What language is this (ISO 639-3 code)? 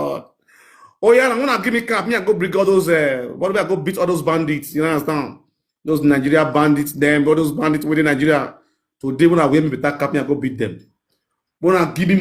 pcm